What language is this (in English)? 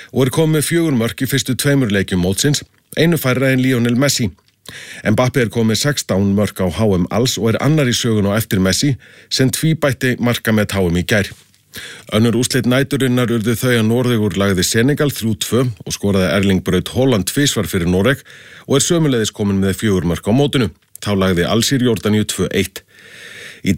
Icelandic